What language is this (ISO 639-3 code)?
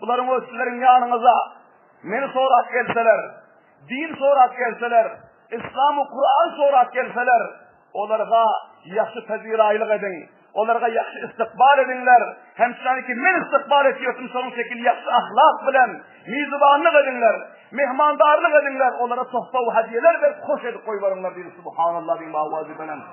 tuk